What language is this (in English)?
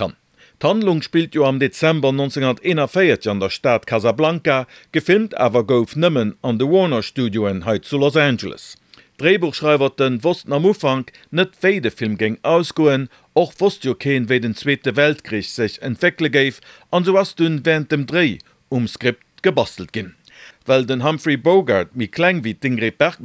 Luxembourgish